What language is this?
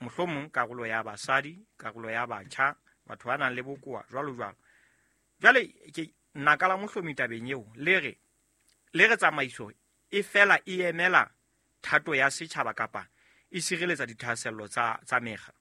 Southern Sotho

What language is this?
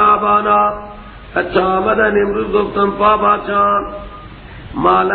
Persian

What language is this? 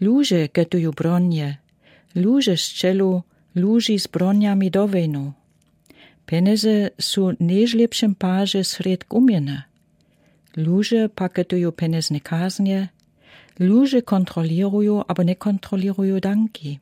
Lower Sorbian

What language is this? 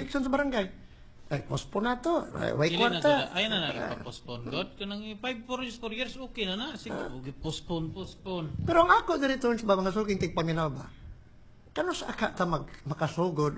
Cebuano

